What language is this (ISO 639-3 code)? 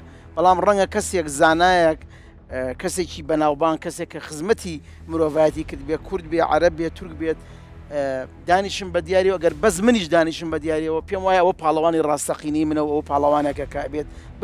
ckb